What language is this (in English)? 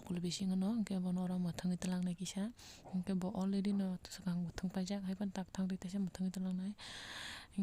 Kok Borok